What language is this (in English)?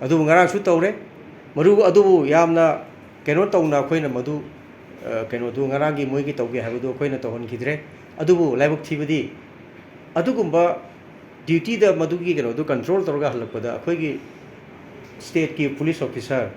Manipuri